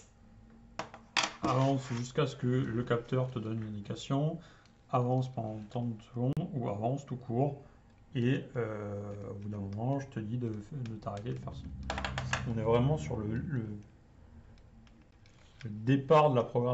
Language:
French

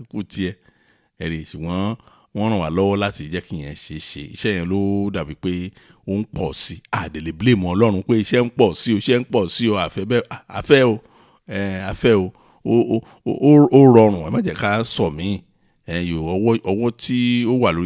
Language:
Yoruba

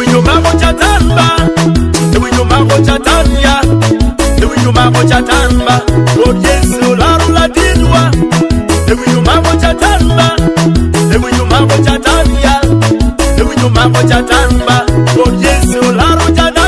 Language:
Acoli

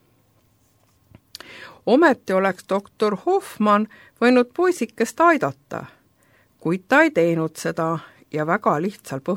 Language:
Estonian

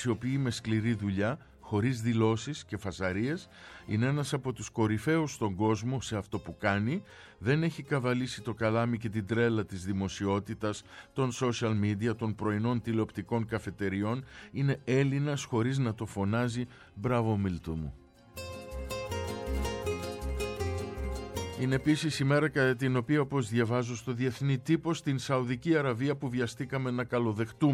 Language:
Greek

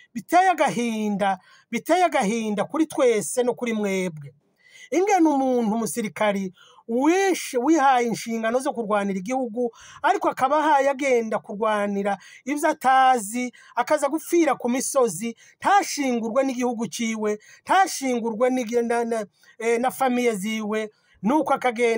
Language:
Kinyarwanda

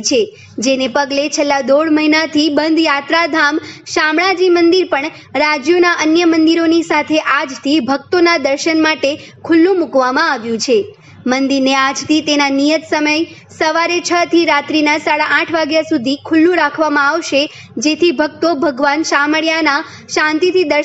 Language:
Gujarati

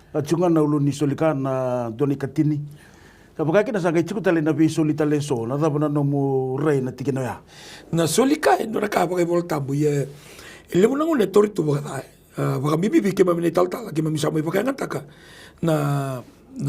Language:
Fijian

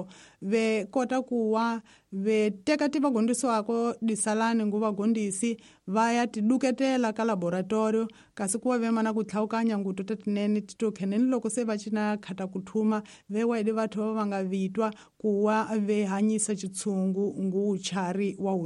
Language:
Tsonga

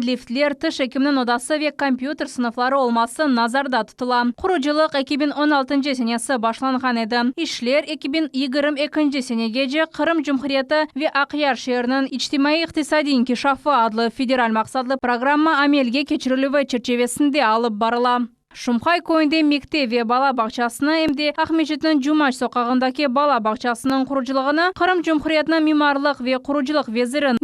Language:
Crimean Tatar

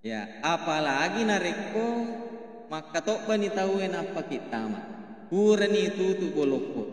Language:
Buginese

